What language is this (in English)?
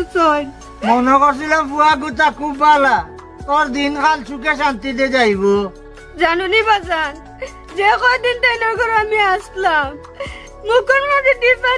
Sylheti